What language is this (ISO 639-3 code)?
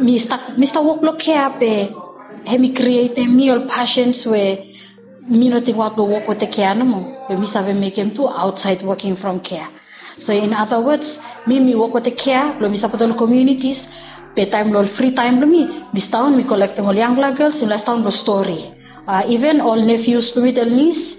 bis